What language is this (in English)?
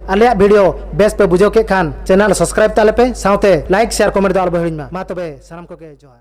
Santali